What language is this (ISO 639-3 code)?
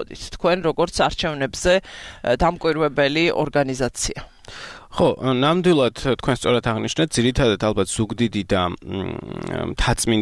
kat